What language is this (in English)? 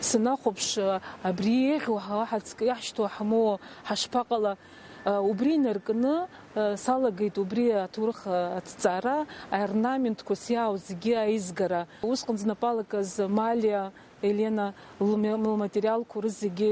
Abkhazian